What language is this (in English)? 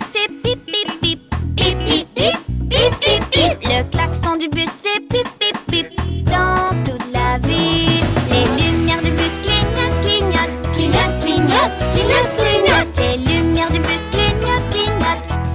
French